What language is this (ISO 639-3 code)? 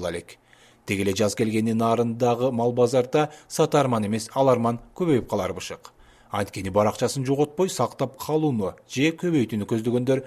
kir